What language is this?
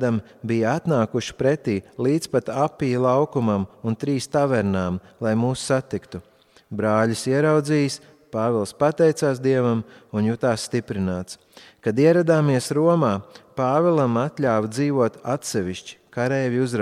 Latvian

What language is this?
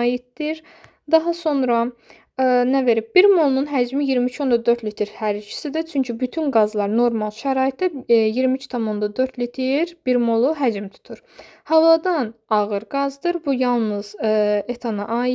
Azerbaijani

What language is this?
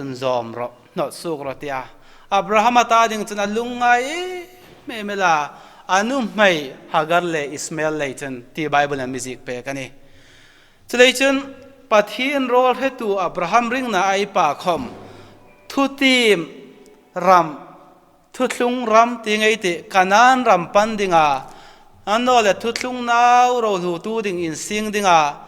Hmar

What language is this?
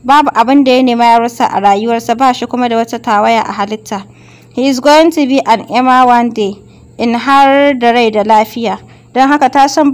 Hausa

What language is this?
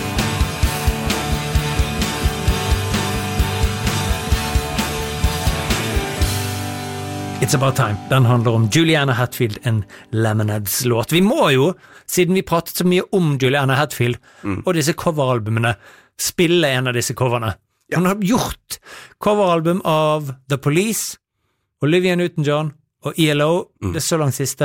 Norwegian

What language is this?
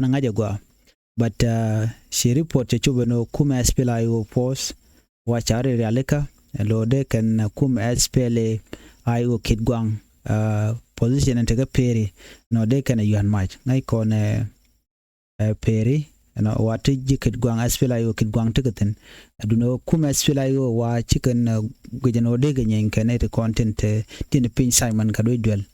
Nuer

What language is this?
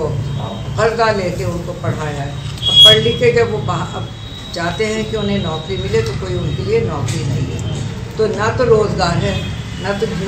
Hindi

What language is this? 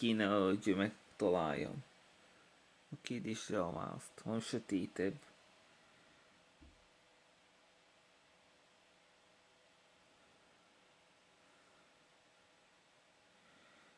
Hungarian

